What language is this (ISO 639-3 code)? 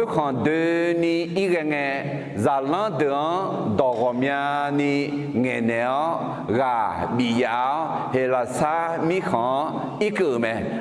ahk